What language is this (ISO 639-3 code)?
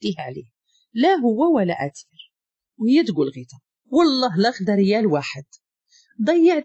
ary